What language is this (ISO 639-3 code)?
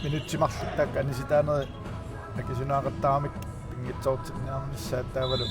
kal